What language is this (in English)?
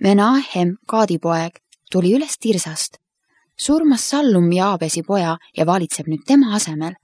Estonian